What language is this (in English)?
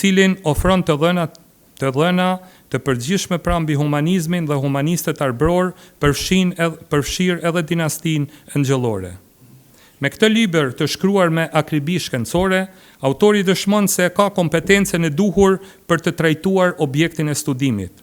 Albanian